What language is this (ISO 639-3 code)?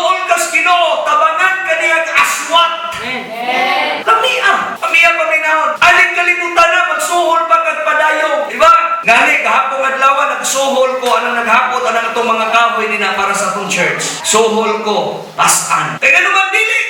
ceb